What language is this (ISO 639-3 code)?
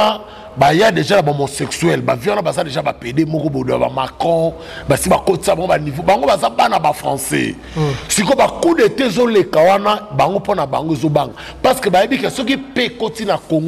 lin